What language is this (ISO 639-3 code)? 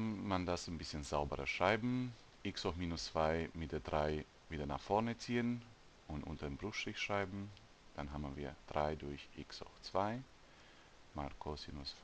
deu